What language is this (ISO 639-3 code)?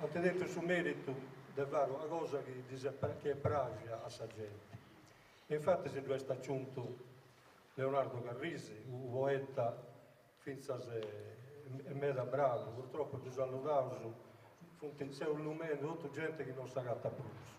srd